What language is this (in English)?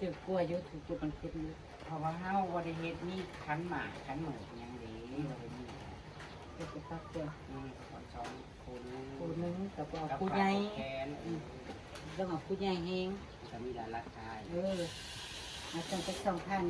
Northeastern Thai